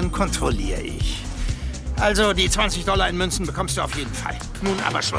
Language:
Swiss German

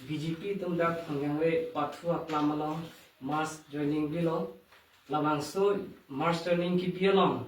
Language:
Karbi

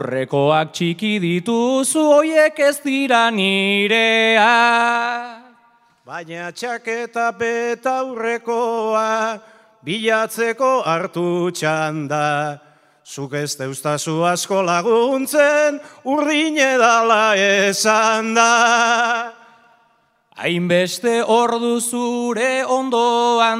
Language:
Basque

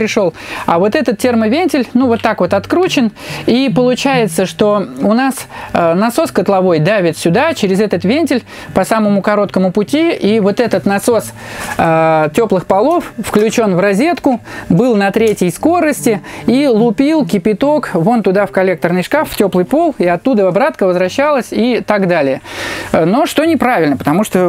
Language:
Russian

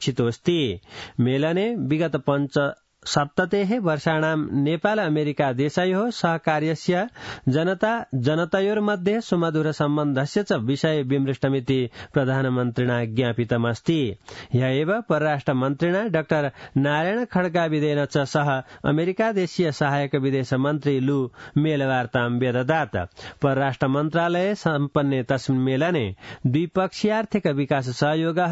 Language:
Sanskrit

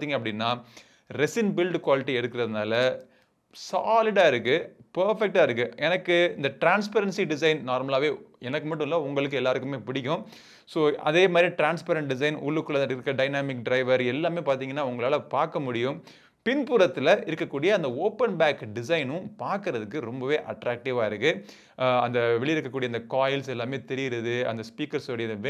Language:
Tamil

